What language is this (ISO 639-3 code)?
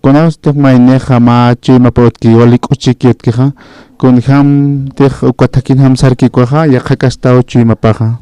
aym